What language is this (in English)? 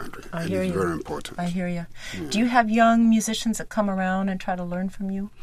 English